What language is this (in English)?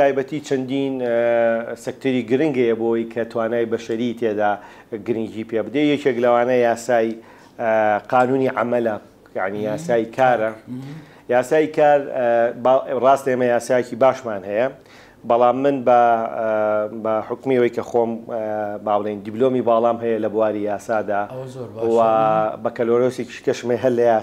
Central Kurdish